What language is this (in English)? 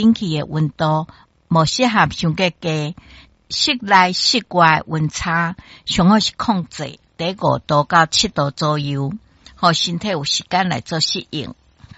Min Nan Chinese